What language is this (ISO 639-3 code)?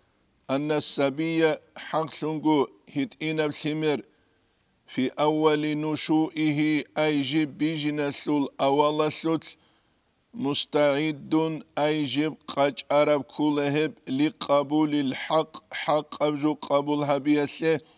ava